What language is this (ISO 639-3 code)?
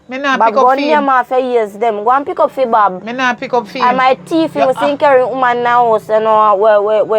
jam